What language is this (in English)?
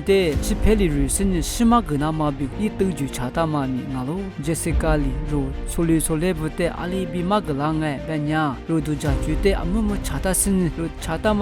Lisu